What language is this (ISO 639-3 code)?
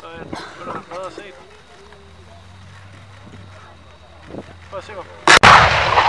dan